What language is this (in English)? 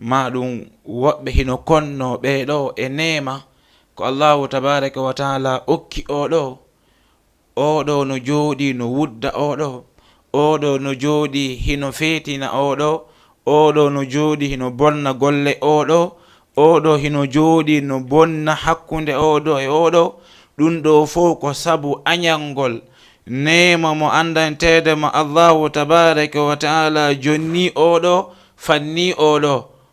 Fula